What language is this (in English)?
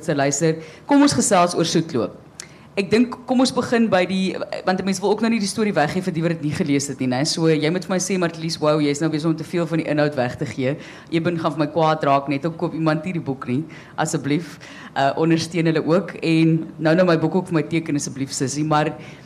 Afrikaans